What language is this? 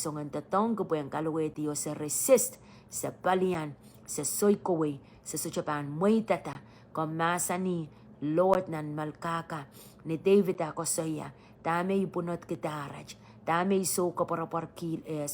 Pohnpeian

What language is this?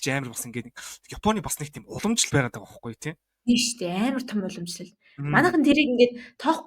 Mongolian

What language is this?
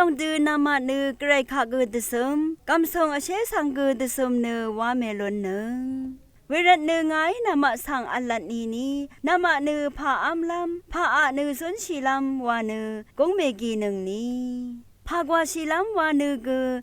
Rawang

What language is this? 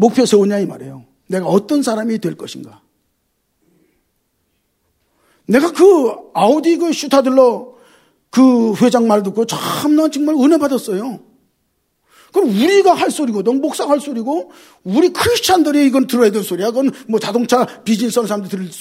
Korean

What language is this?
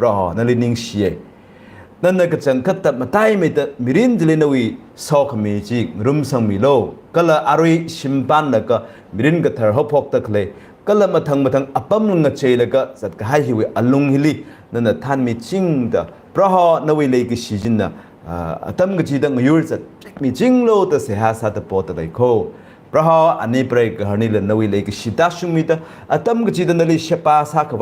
Tangkhul Naga (India)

